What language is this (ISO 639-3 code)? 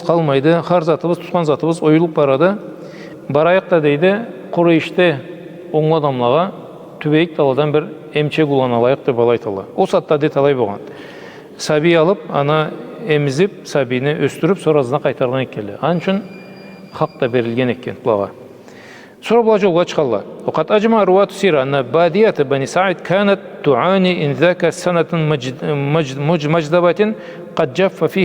krc